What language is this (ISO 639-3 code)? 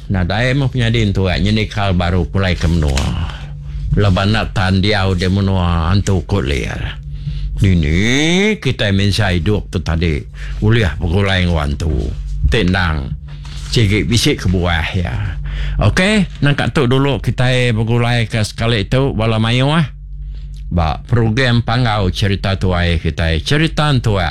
iba